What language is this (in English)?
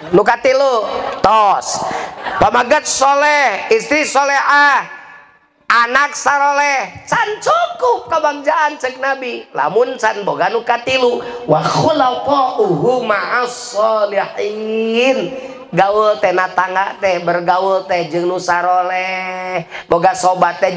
Sundanese